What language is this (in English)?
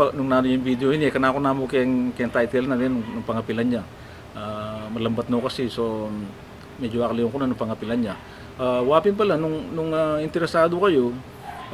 Pampanga